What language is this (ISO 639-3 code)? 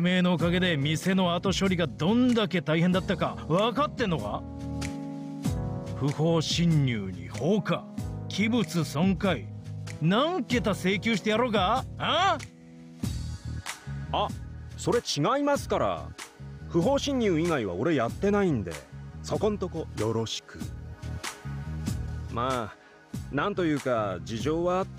jpn